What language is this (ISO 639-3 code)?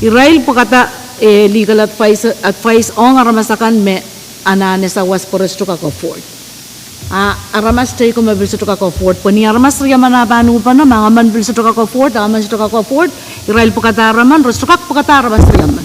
pon